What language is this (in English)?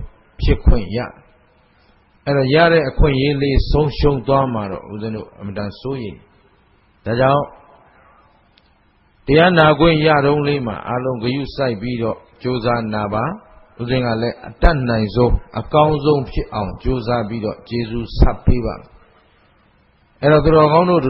Burmese